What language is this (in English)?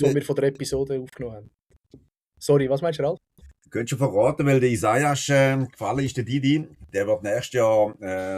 Swiss German